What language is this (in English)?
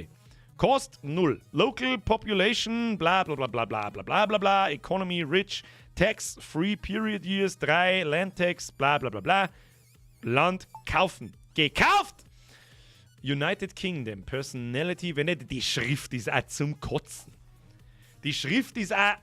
Bavarian